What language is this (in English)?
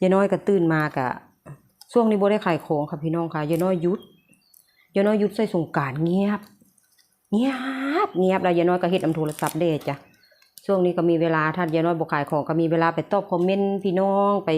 Northeastern Thai